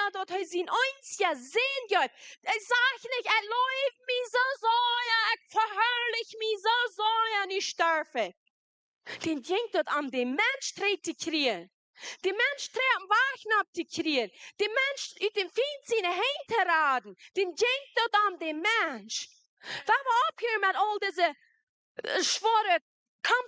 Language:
Plautdietsch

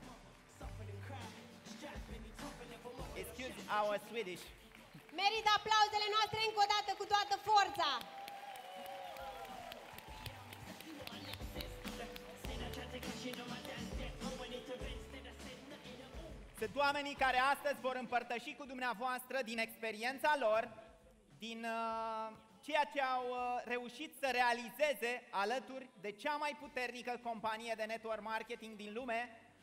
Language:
Romanian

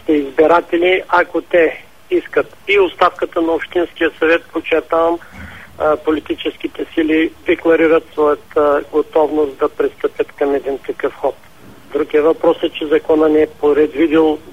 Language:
Bulgarian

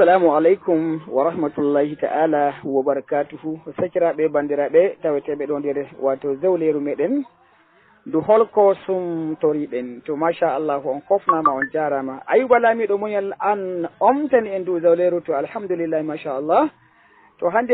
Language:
Fula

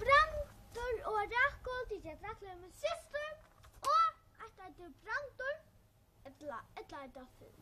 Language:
Faroese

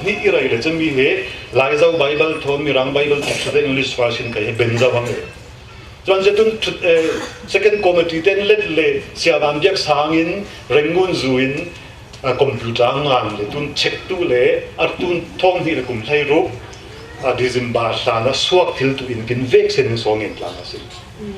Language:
Falam Chin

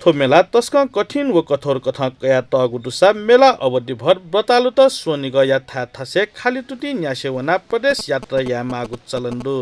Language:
Newari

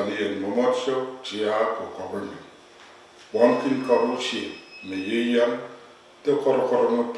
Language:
Pohnpeian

